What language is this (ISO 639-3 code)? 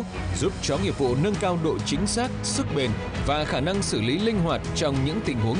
vie